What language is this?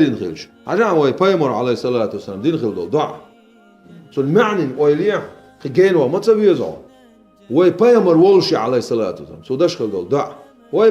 Chechen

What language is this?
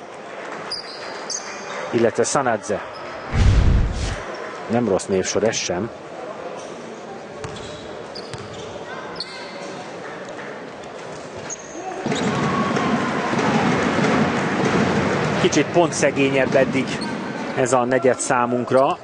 Hungarian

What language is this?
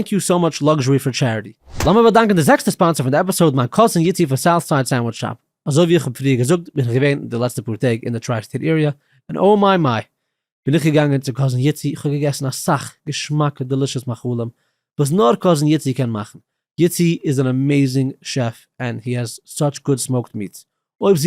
Yiddish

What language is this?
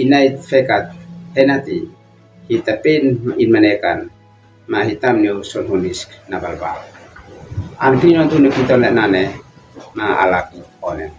Uab Meto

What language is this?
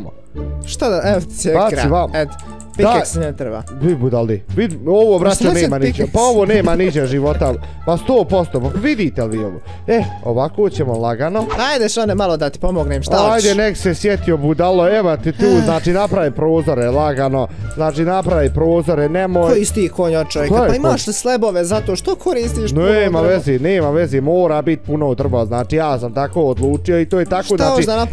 Bosnian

